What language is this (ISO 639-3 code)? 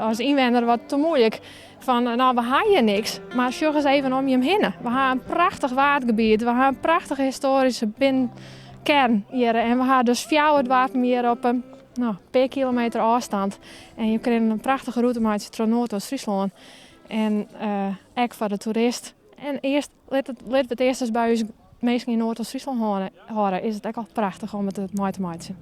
fry